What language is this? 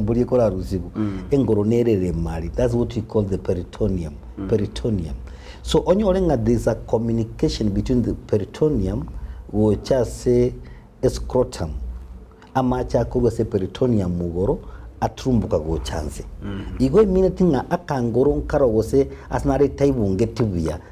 Gusii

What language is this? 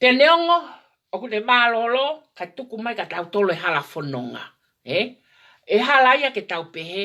Tongan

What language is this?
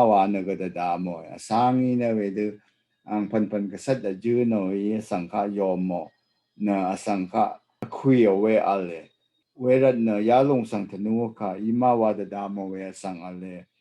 Rawang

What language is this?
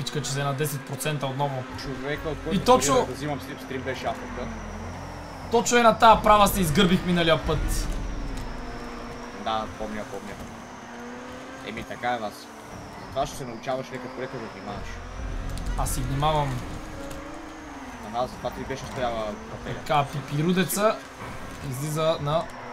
Bulgarian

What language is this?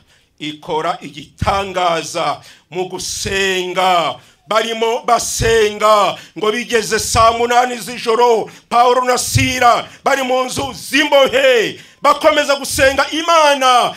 Kinyarwanda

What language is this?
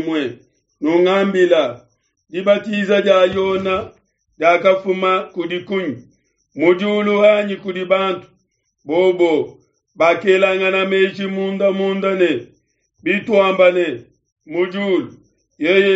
Luba-Lulua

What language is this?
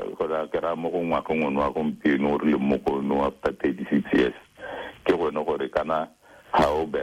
Tswana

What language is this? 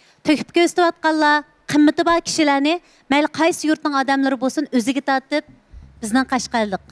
Uyghur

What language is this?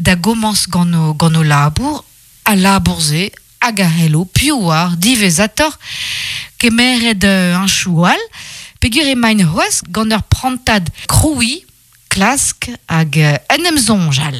Breton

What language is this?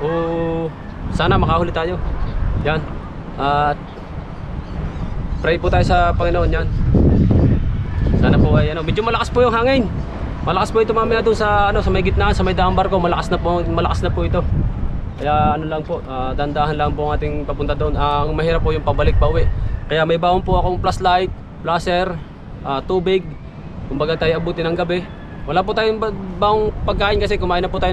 Filipino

